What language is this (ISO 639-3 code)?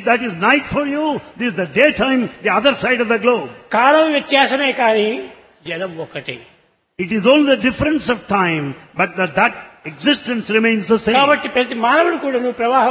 tel